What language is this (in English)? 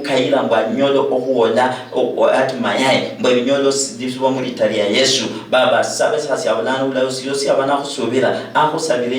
Luyia